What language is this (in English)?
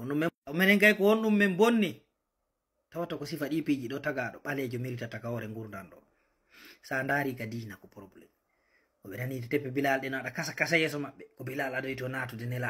Fula